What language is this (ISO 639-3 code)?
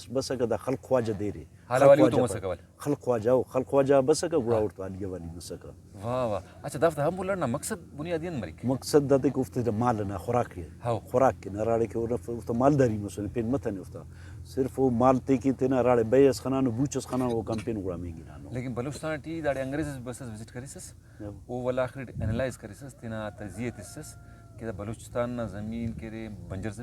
brh